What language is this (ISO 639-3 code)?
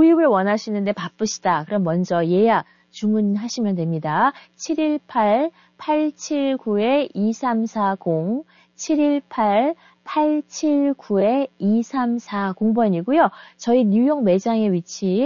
kor